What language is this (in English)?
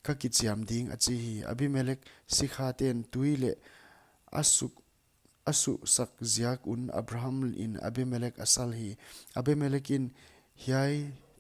Paite Chin